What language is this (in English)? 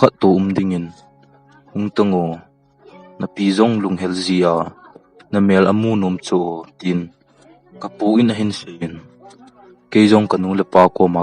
Thado Chin